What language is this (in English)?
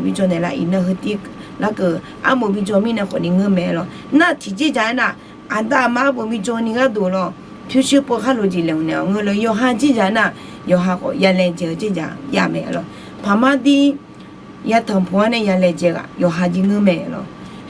Akha